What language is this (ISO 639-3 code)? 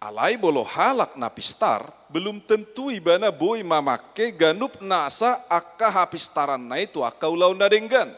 bbc